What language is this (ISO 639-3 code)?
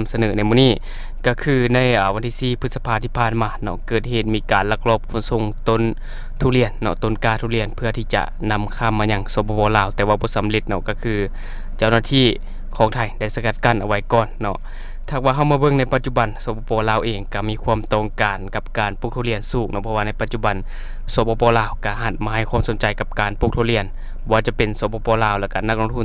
lao